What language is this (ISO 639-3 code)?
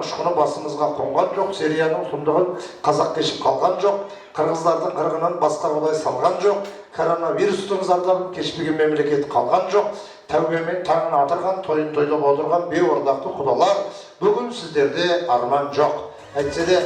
kaz